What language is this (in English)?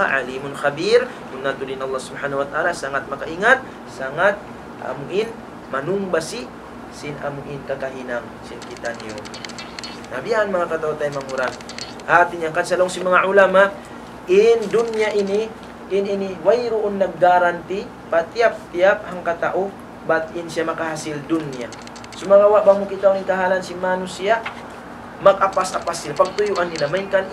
Tausug